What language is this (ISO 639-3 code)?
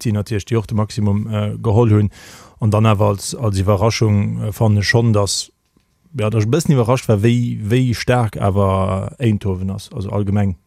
ltz